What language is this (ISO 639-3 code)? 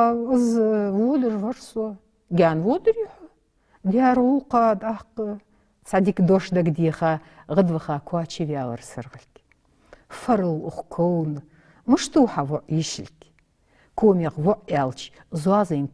inh